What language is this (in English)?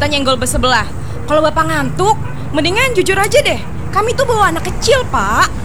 Indonesian